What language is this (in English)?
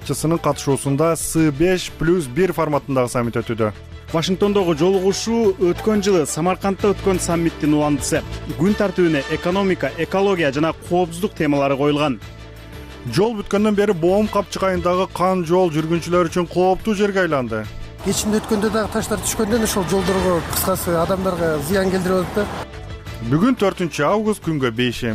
Kyrgyz